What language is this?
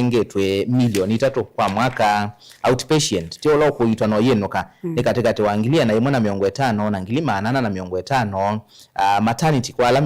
Kamba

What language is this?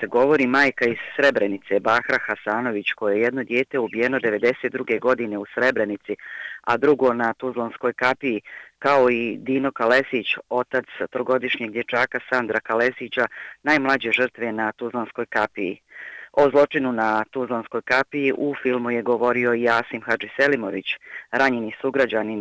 Bosnian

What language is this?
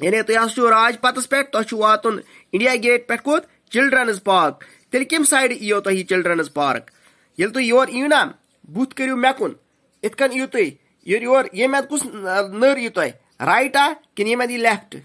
Kashmiri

